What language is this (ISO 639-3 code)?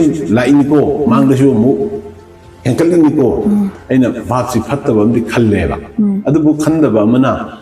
mni